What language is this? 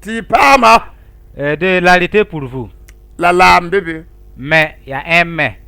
Mossi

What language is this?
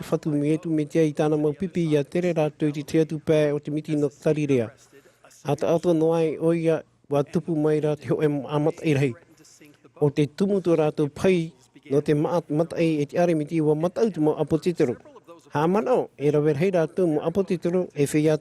Tahitian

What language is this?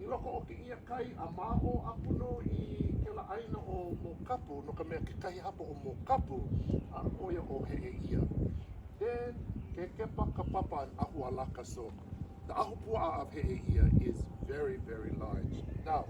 Hawaiian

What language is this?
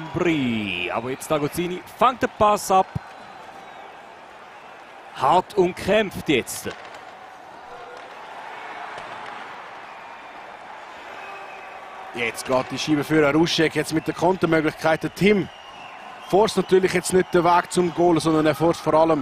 German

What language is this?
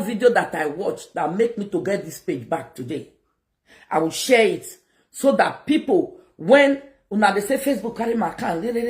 Nigerian Pidgin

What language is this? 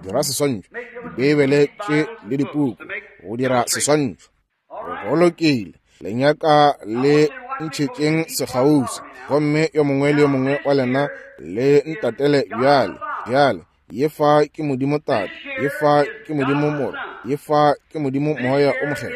Northern Sotho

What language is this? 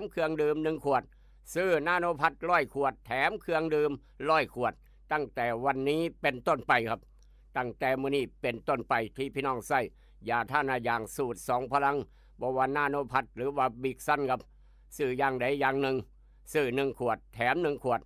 Northeastern Thai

